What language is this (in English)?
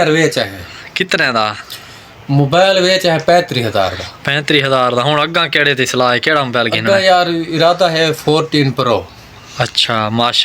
Saraiki